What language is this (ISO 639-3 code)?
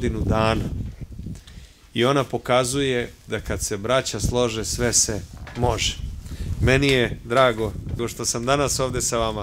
srp